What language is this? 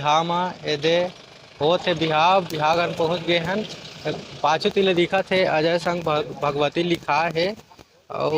Chhattisgarhi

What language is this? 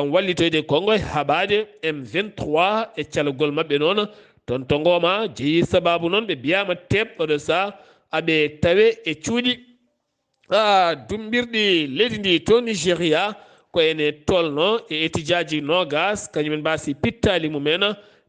Fula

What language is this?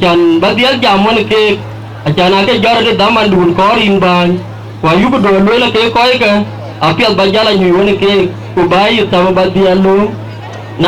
Dinka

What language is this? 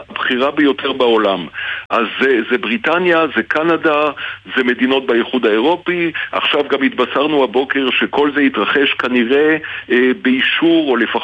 Hebrew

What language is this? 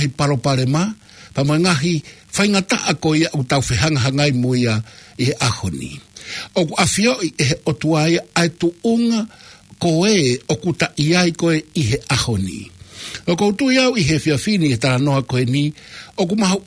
Tongan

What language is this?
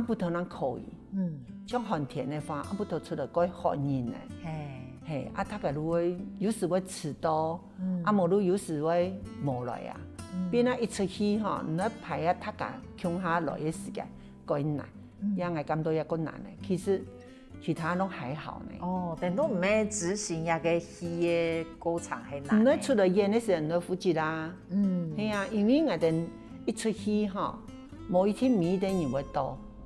Hakka Chinese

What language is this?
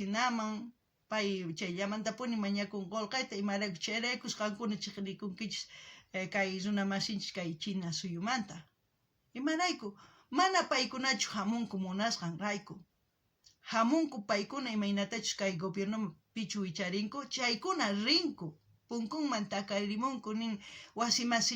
South Bolivian Quechua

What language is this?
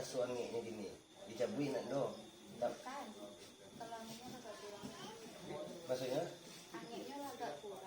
Minangkabau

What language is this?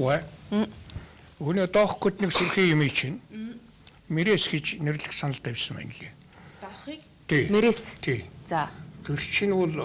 Mongolian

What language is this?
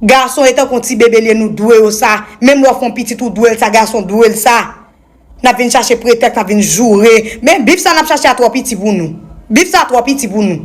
Haitian Creole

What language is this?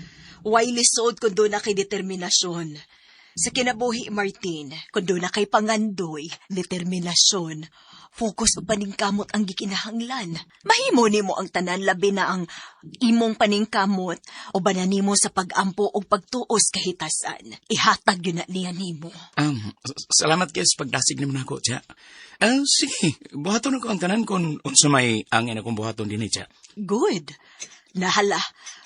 Cebuano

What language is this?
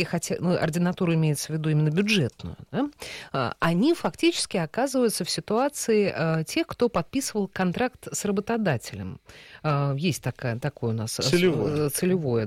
Russian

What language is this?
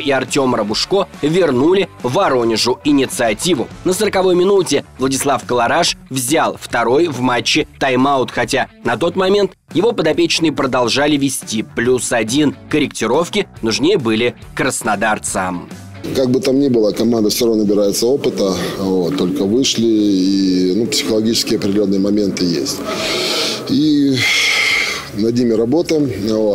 Russian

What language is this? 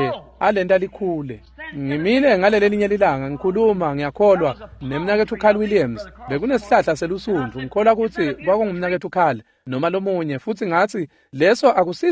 Swati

